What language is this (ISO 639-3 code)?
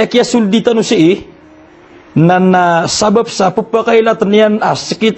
mrw